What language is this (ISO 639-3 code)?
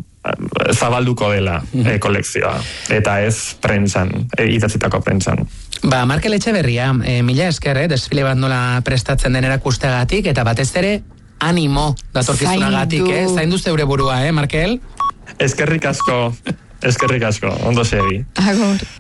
eus